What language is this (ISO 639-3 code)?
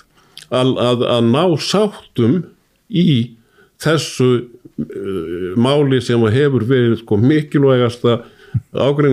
isl